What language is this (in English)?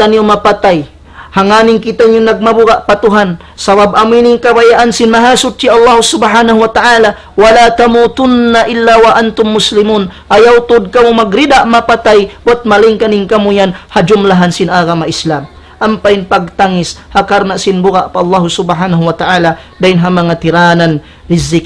Tausug